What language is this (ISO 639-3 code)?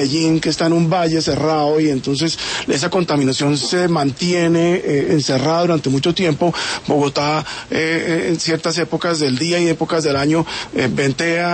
spa